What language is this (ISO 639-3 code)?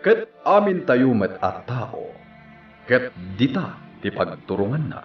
ilo